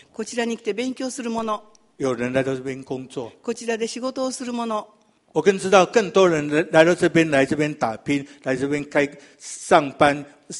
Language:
Chinese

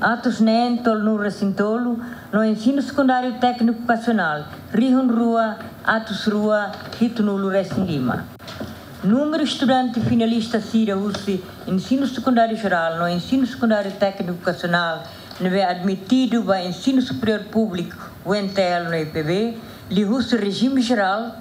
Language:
Tetum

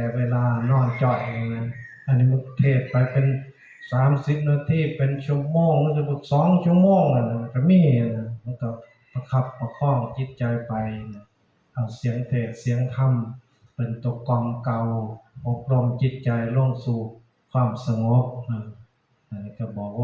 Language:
Northeastern Thai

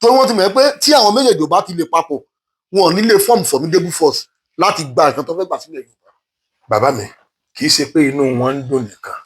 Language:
Yoruba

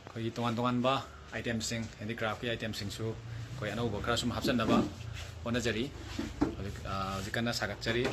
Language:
Manipuri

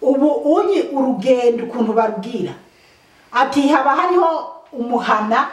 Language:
Rundi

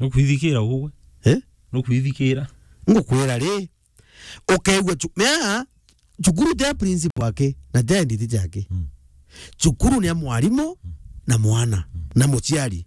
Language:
Meru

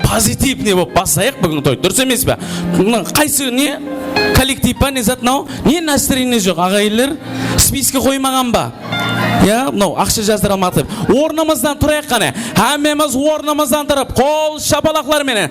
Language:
Kara-Kalpak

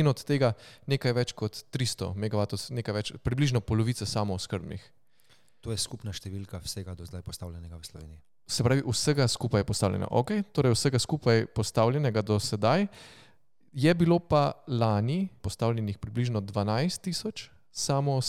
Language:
Slovenian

